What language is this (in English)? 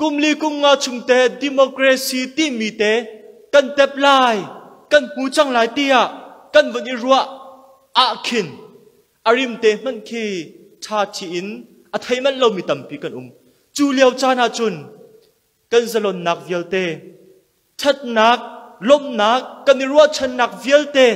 Hakha Chin